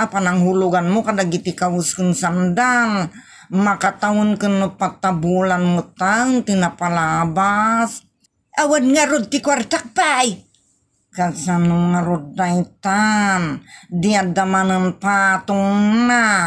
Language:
Iloko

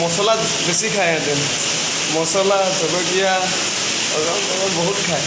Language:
Assamese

